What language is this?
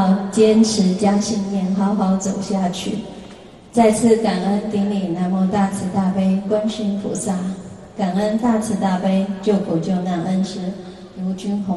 Chinese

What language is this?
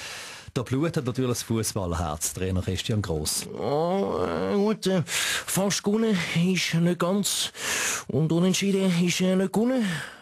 Swiss German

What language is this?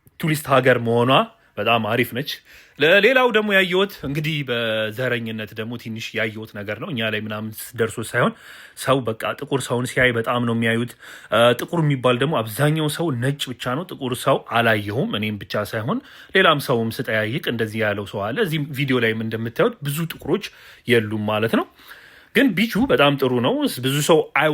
Amharic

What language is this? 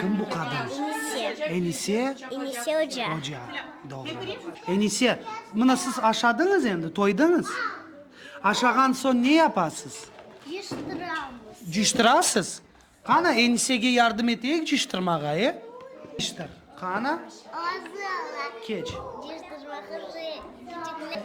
Crimean Tatar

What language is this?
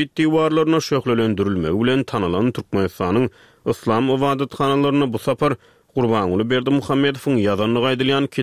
Turkmen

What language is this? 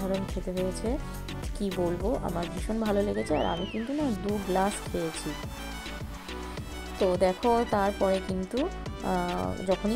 Bangla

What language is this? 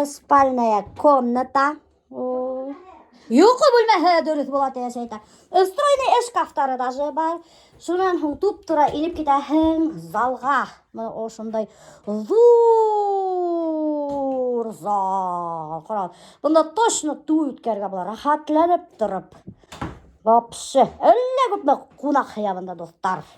Bashkir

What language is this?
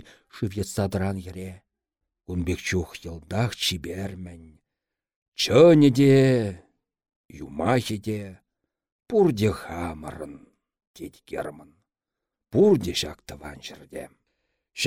Chuvash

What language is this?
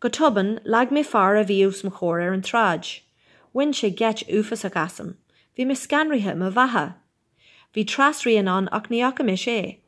Irish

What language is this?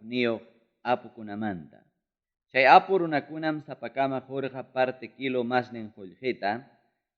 Ayacucho Quechua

